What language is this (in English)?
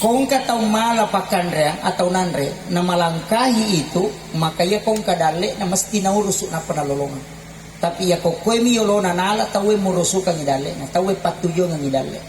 Buginese